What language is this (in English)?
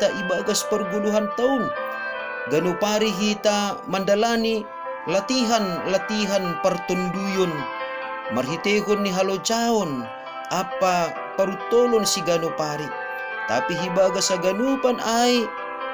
Batak Simalungun